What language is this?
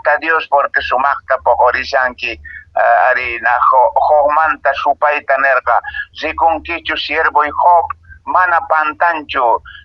Quechua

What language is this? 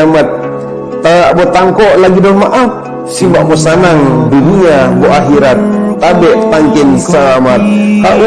Mongondow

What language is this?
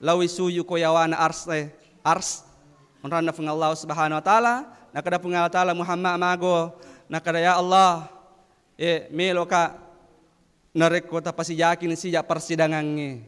Buginese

